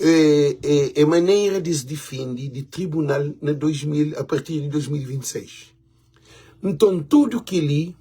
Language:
Kabuverdianu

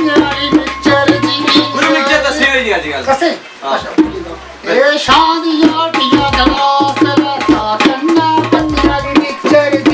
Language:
Dogri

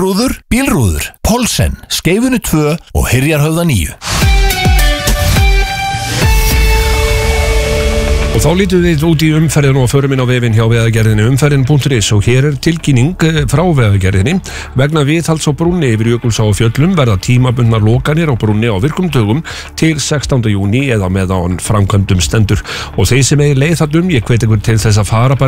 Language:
Icelandic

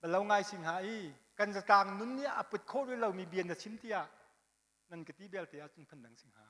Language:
Hakha Chin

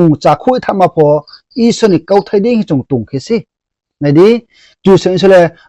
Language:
Riang (India)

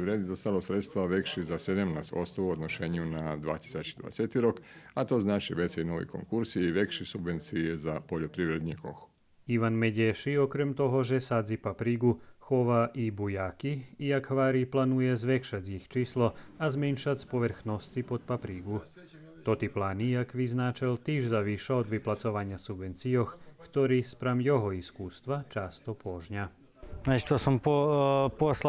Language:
Rusyn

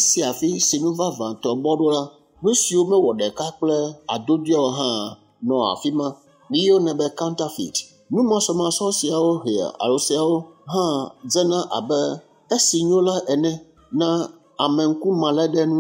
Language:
Ewe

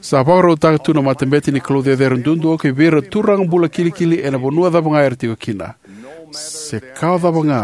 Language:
Fijian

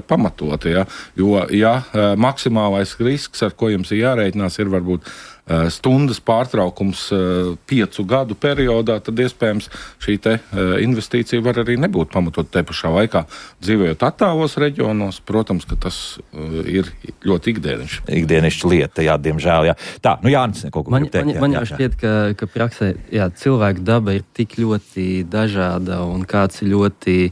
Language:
Latvian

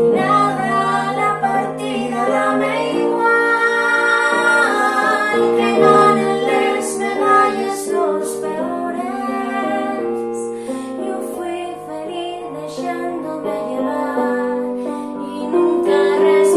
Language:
Asturian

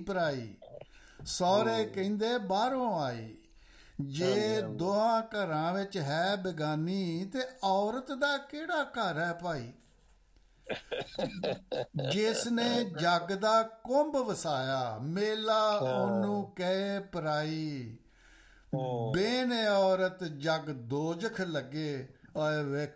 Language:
Punjabi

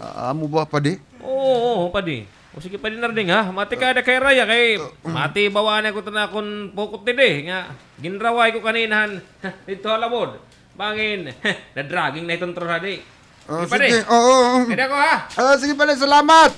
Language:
Waray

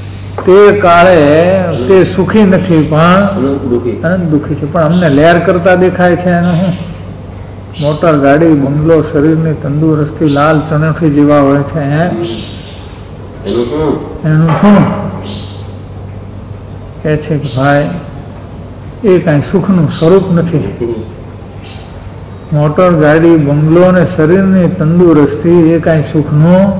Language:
Gujarati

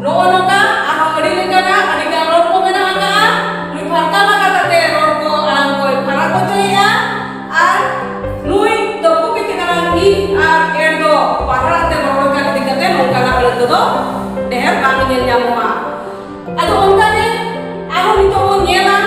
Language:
Santali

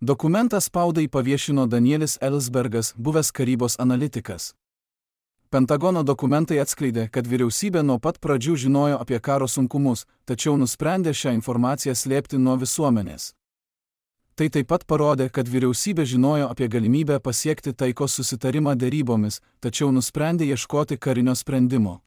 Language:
Lithuanian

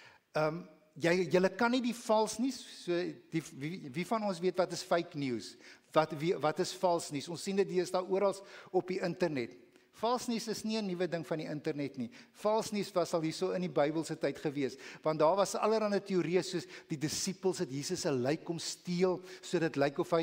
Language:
Afrikaans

